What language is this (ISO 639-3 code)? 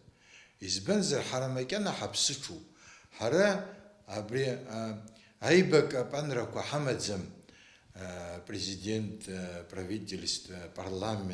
abk